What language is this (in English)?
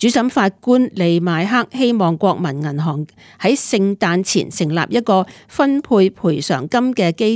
Cantonese